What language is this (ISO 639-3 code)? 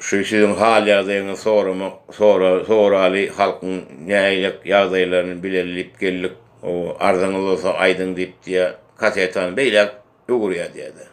tuk